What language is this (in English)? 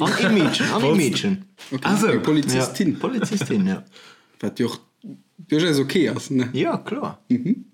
Luxembourgish